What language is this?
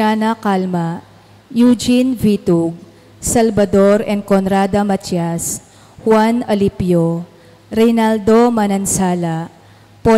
Pampanga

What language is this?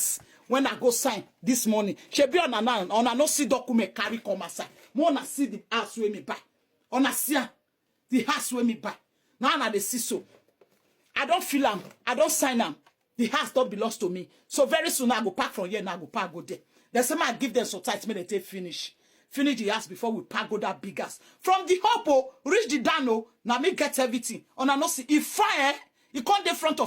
Nigerian Pidgin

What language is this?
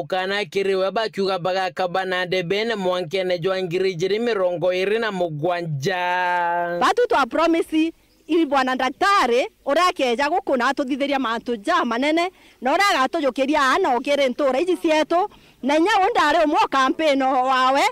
Meru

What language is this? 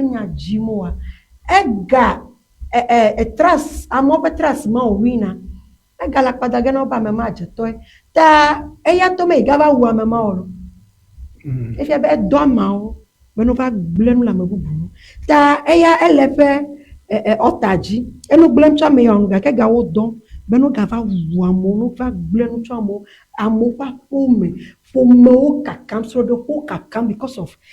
Ewe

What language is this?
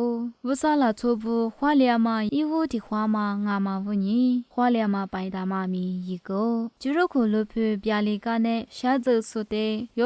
Lisu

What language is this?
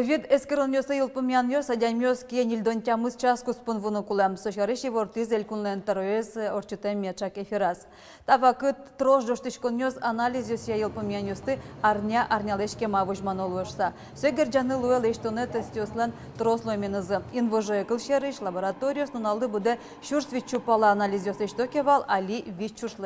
Udmurt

